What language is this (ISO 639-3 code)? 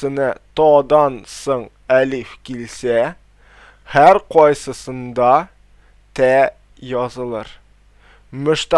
tat